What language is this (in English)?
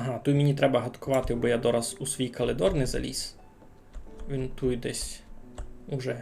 Rusyn